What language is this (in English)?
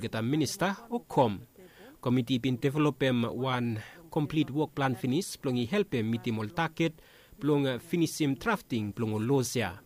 Bislama